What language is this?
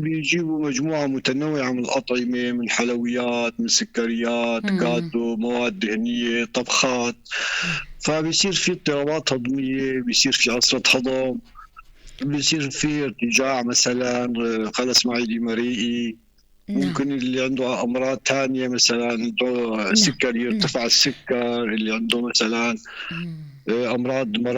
North Levantine Arabic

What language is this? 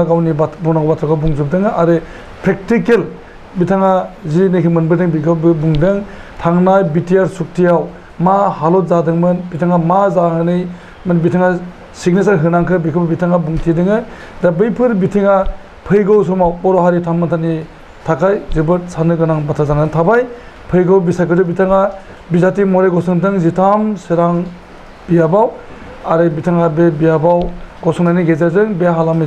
Bodo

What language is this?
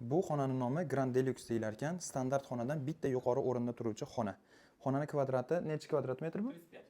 Uzbek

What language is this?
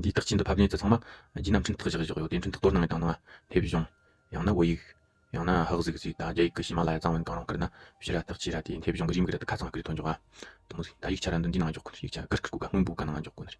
Tibetan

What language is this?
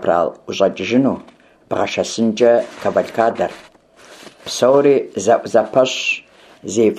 Kabardian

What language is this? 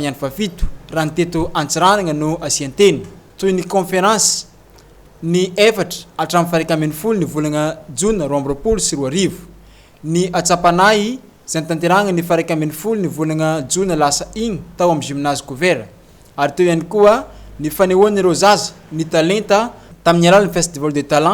Malagasy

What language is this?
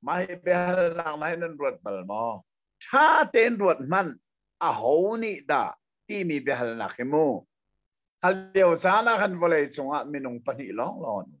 Hakha Chin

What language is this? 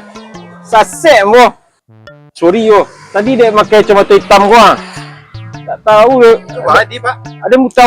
Minangkabau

